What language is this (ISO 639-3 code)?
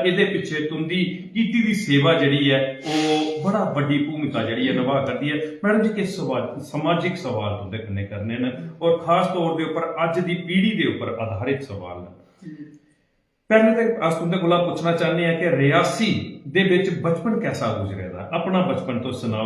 doi